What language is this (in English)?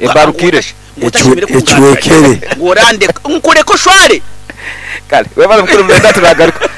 Nyankole